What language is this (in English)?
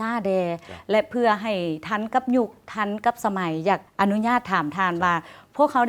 Lao